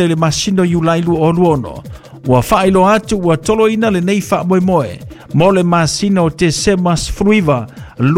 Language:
Samoan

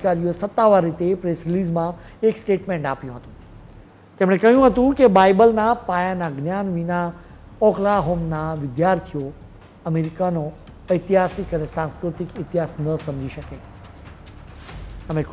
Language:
Gujarati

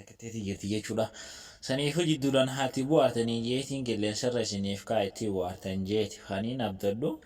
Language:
Oromo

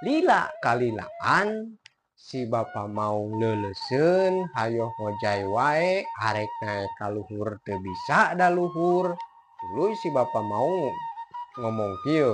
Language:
Sundanese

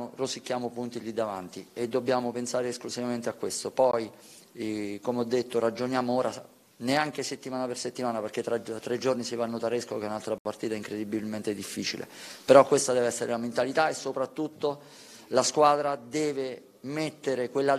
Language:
Italian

